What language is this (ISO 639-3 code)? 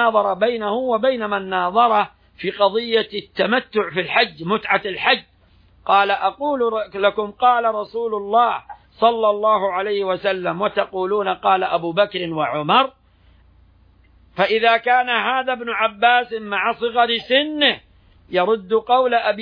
ara